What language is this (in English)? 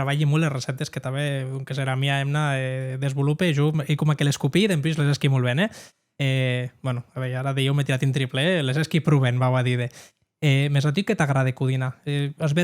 Occitan